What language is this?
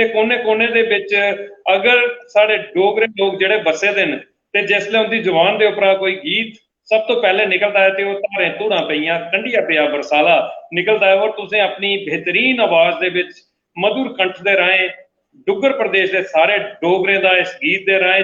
Dogri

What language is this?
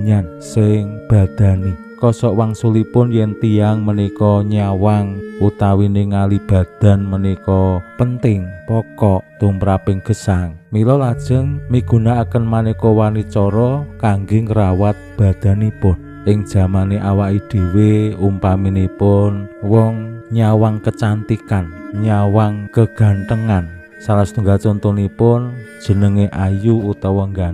Javanese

